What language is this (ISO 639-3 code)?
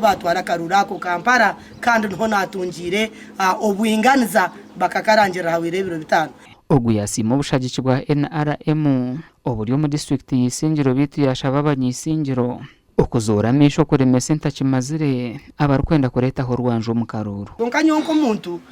nyn